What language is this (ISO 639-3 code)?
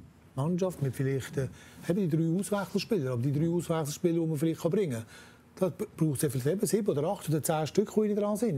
deu